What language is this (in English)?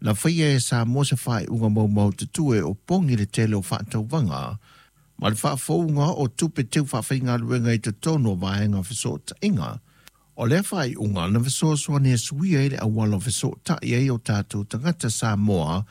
Samoan